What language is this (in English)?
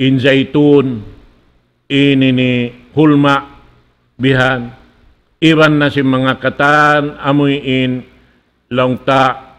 Tausug